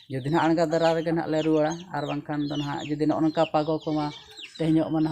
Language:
Santali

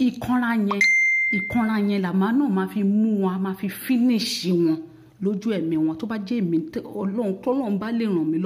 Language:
Yoruba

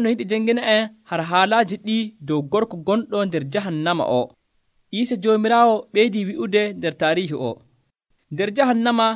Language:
Nigerian Fulfulde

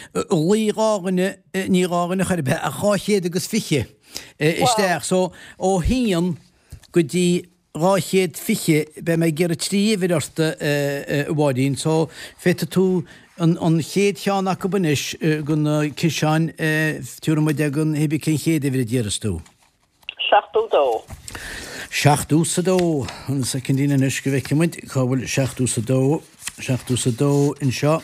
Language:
Irish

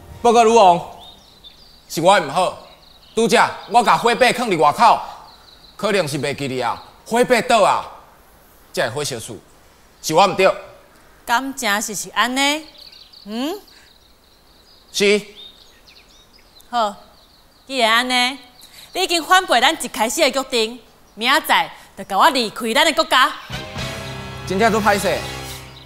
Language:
Min Nan Chinese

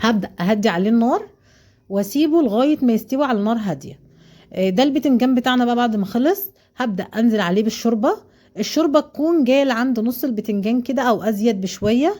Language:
Egyptian Arabic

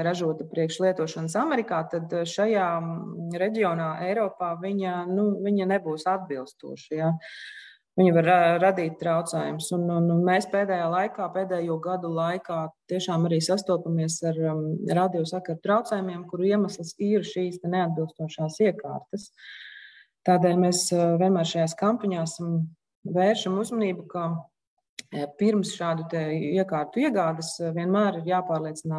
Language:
Latvian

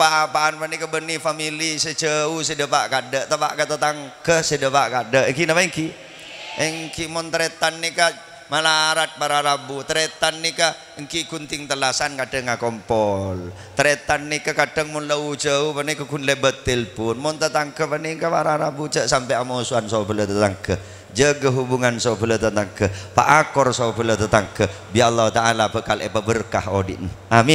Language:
Madurese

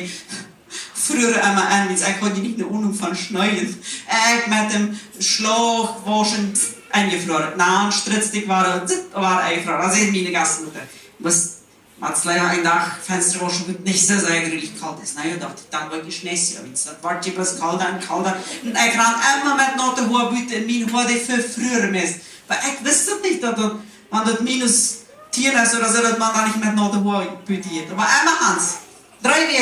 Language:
Plautdietsch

